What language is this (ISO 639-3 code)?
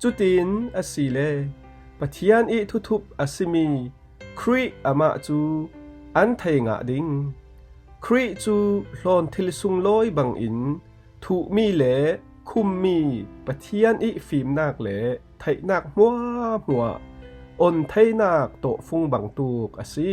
cfm